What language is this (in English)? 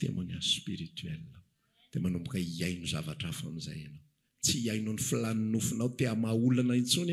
Malagasy